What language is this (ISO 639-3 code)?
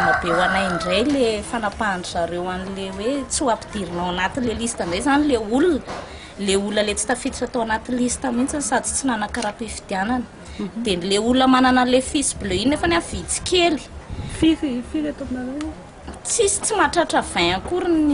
mlg